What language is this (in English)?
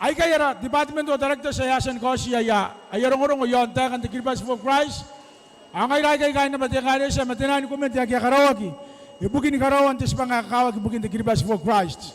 Gilbertese